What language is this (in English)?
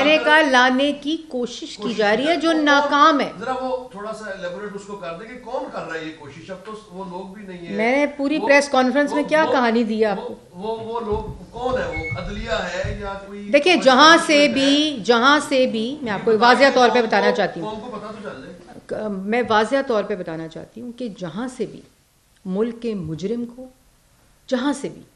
Urdu